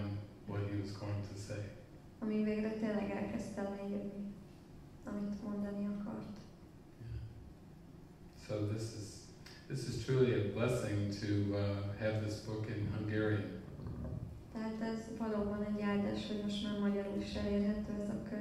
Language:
Hungarian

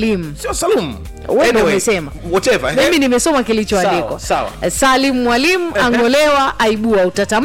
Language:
Swahili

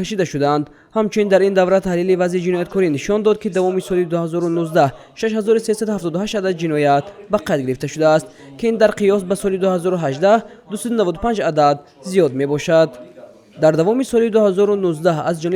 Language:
Tajik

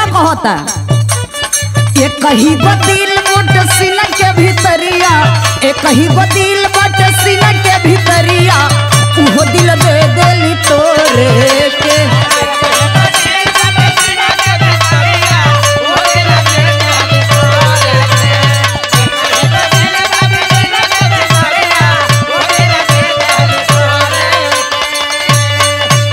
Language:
Bhojpuri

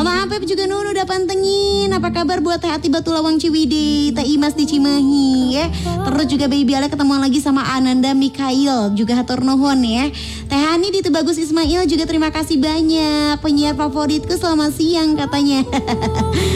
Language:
Indonesian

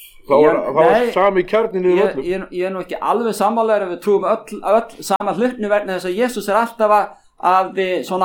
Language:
Icelandic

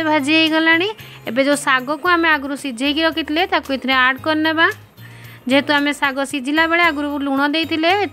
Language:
Odia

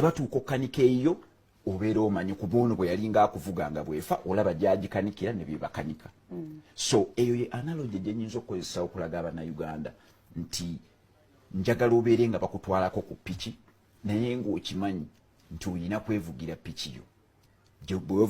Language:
Ganda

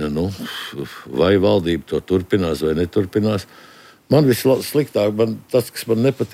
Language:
Latvian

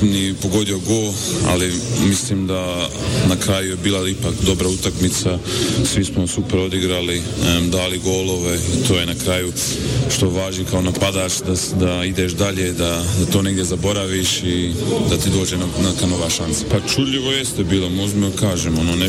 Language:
Bosnian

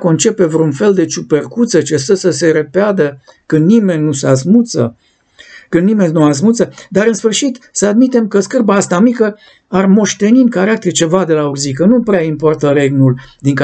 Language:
Romanian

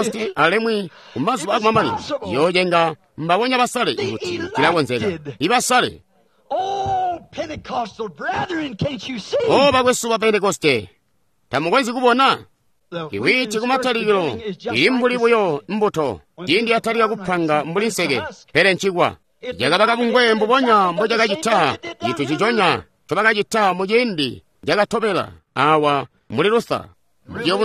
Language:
Tonga (Zambia)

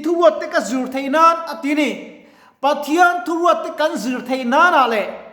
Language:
Mizo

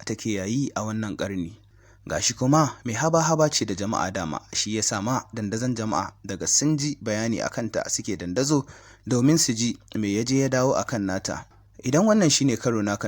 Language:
Hausa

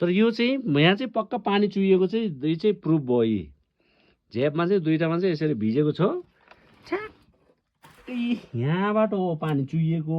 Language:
Nepali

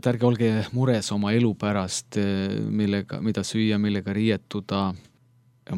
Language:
Estonian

